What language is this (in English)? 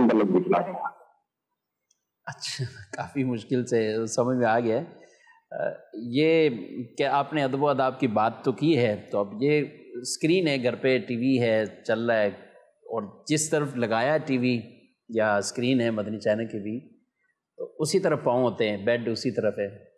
Urdu